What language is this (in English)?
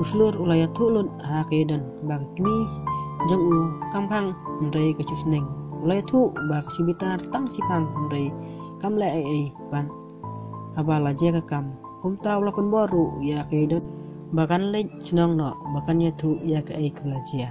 Khasi